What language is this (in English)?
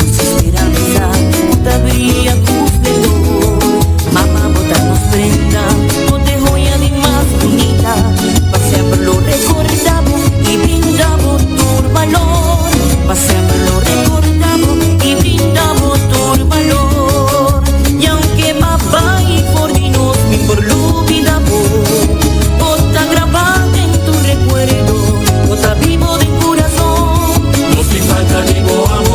Papiamento